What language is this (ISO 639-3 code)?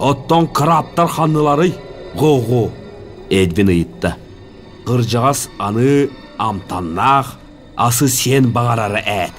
sah